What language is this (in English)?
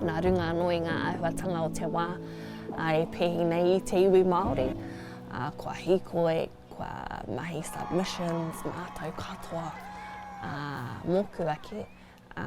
Māori